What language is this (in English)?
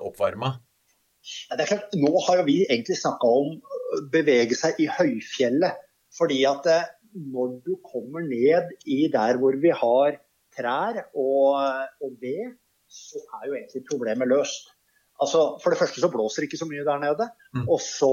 Norwegian